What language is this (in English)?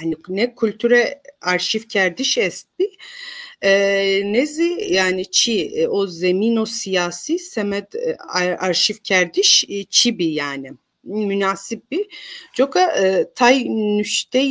Zaza